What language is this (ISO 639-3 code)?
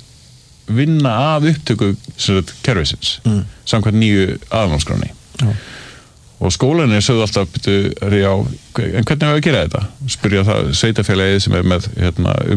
isl